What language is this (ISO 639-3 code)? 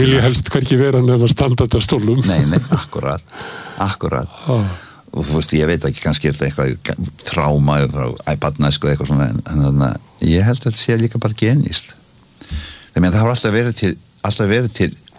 isl